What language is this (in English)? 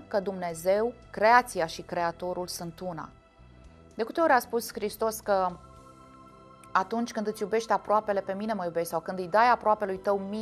Romanian